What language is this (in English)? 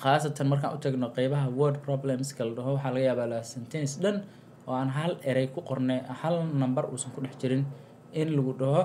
Somali